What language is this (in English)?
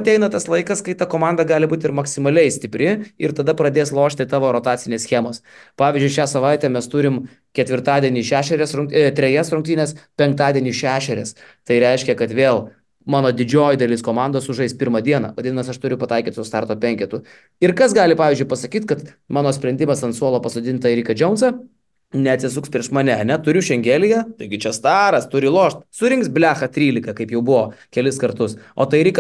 Lithuanian